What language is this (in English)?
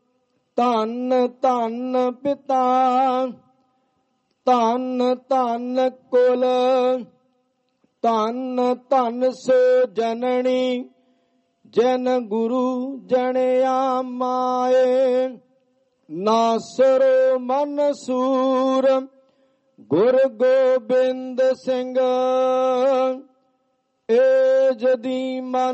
Punjabi